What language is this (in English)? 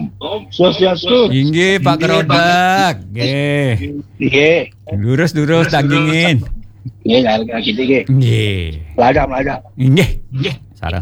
Balinese